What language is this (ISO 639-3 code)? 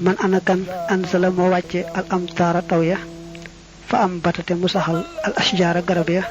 wol